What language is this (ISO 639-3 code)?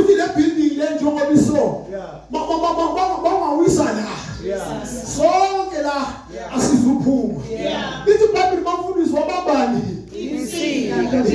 zul